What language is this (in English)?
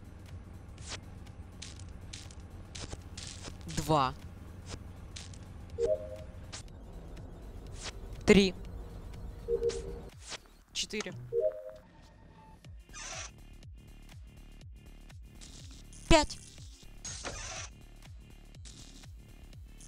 Russian